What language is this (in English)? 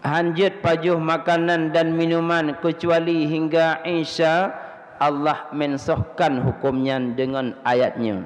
Achinese